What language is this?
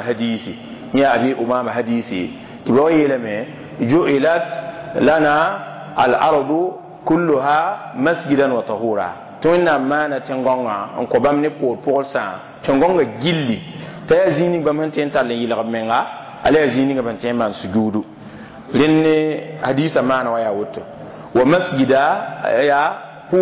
Mossi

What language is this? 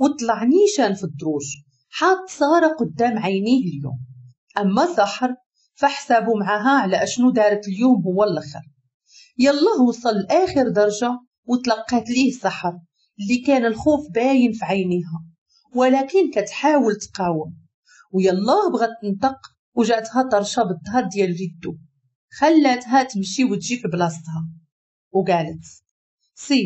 Moroccan Arabic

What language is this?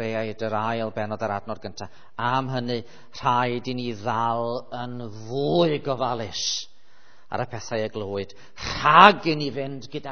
Welsh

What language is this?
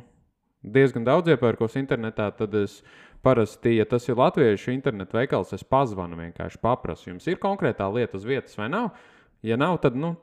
Latvian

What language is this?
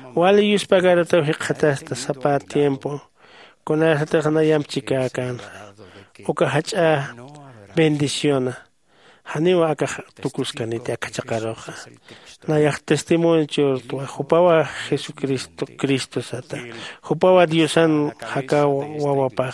Aymara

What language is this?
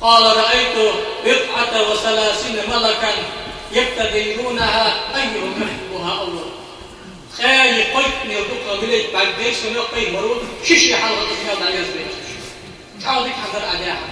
Ingush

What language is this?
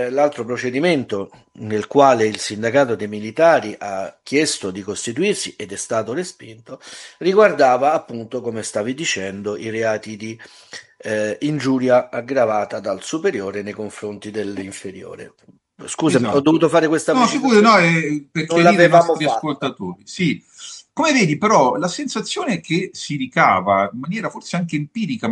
Italian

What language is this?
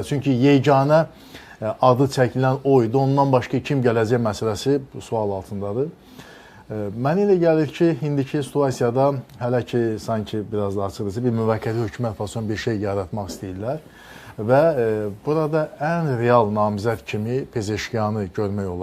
Azerbaijani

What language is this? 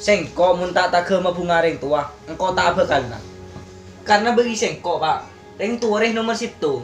Madurese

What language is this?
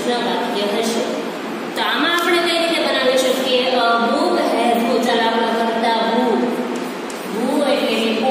Gujarati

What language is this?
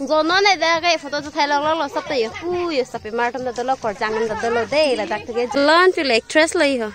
Karbi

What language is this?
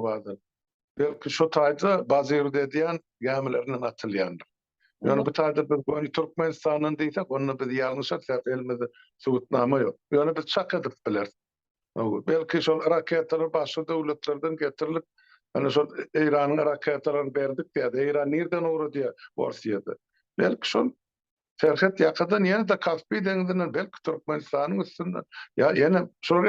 Turkmen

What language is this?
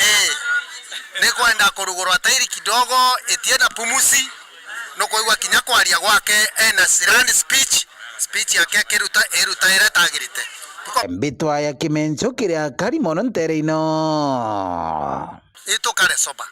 Meru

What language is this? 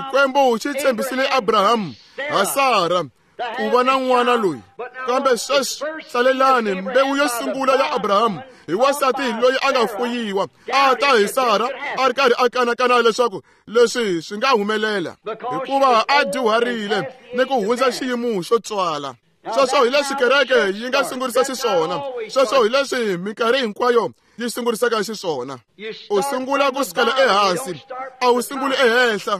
Tsonga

